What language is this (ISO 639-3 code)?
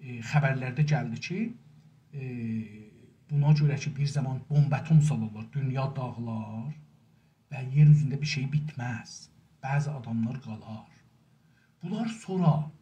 azb